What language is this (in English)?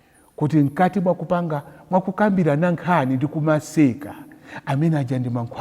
Nyanja